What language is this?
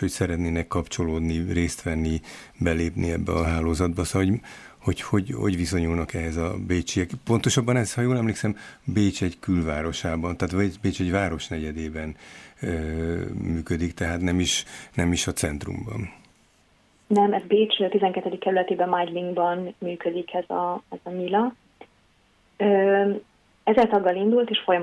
Hungarian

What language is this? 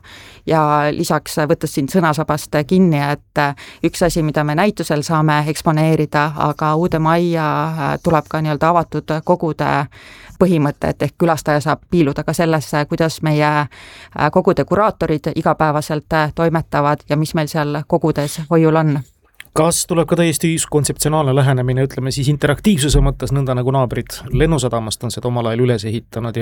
Estonian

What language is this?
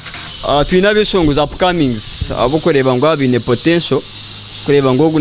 Nyankole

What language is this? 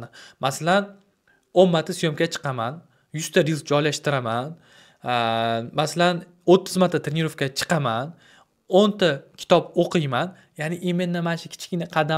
Uzbek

